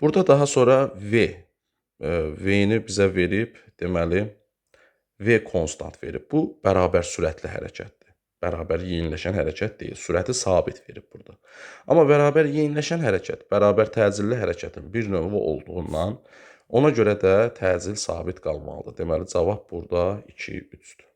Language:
Azerbaijani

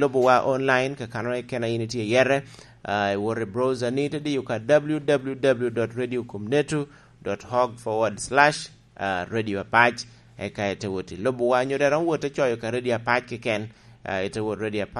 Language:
Lango (Uganda)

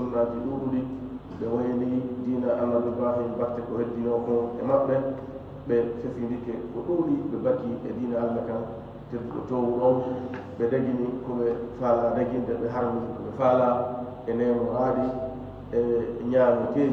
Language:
Fula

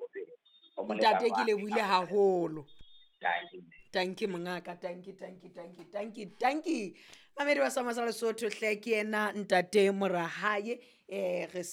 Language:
Southern Sotho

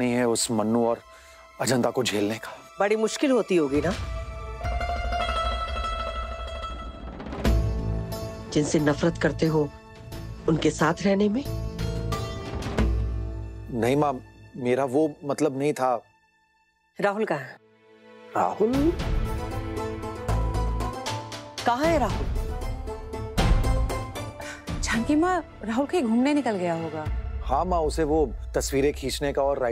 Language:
Hindi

